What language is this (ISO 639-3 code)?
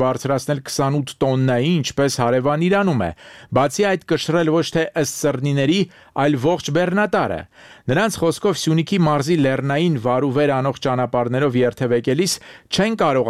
hye